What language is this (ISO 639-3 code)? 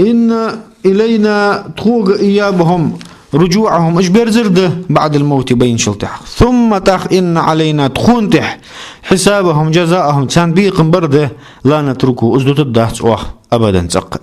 inh